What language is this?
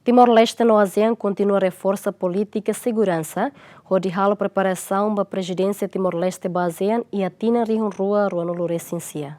Tetum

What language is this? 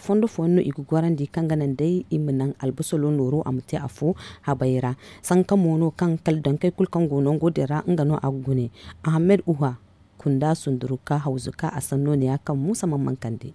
Zarma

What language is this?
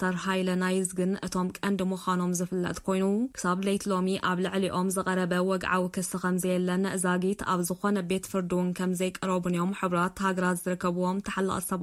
Tigrinya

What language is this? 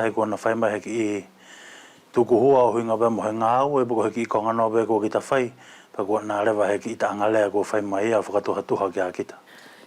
Wallisian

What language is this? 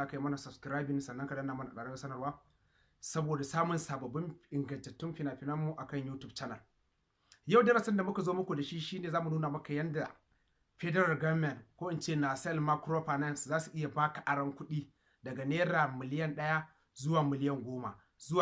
Hausa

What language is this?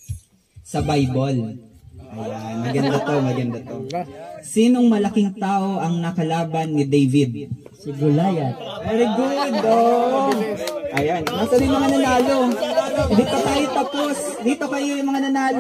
Filipino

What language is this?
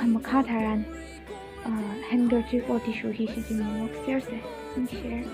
Tangkhul Naga (India)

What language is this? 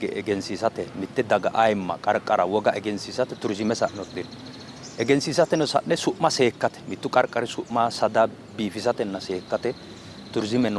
Sidamo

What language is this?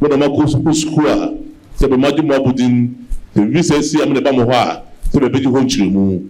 Akan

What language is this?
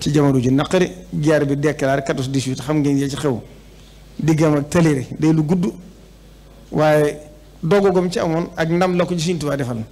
Wolof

